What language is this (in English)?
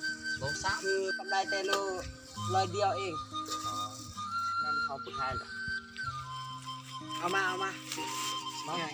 Lao